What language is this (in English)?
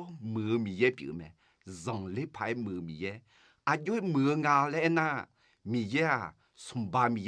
Akha